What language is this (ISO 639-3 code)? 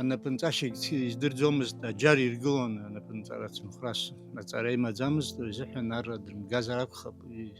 abk